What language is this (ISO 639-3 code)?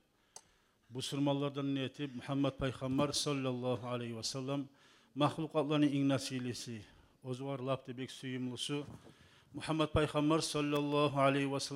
kum